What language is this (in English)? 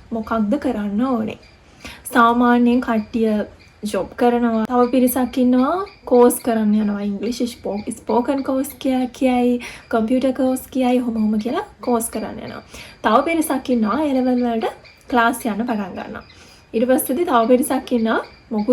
Sinhala